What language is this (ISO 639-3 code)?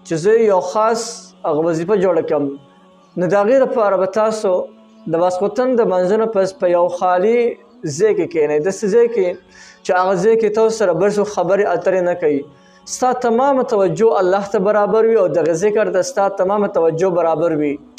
pus